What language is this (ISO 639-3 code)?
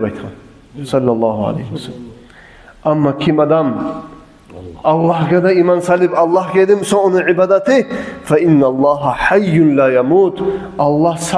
kum